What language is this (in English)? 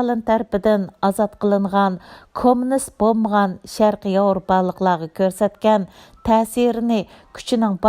Uyghur